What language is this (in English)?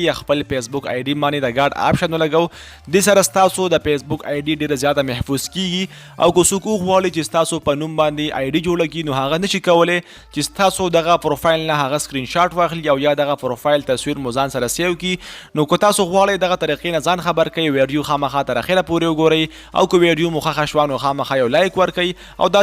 Pashto